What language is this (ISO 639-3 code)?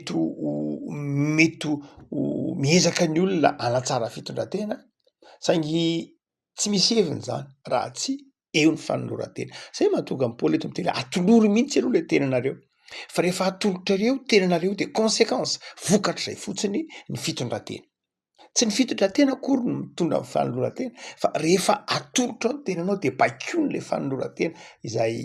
mlg